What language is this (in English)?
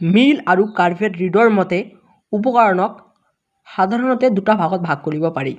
Assamese